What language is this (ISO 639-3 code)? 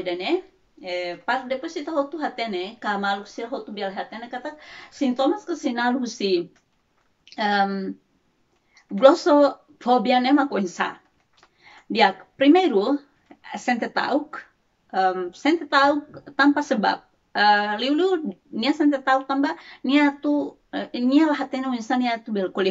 tet